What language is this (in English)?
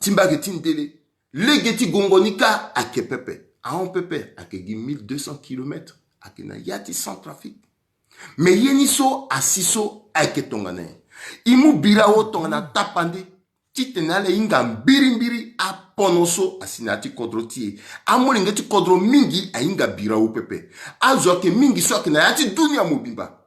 Sango